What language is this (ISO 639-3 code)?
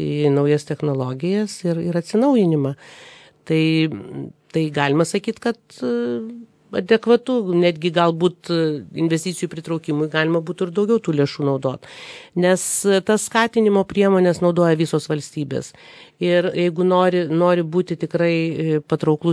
lit